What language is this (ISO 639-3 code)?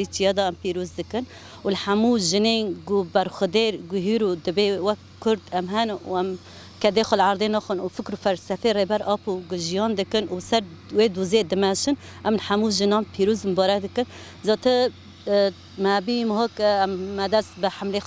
kur